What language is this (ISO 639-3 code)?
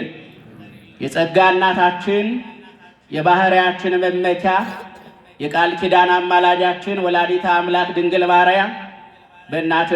amh